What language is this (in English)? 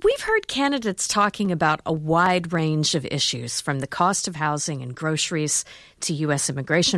English